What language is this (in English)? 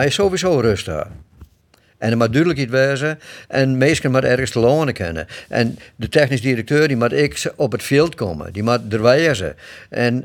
Western Frisian